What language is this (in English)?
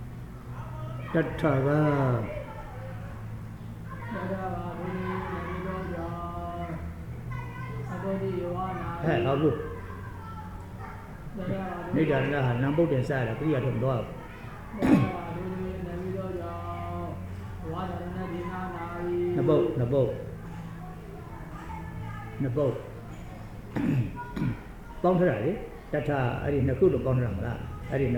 Burmese